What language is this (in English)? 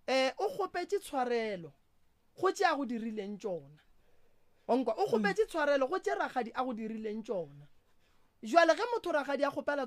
Northern Sotho